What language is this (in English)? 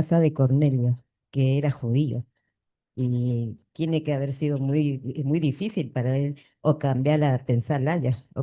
Guarani